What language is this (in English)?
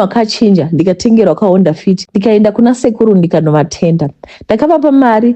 Shona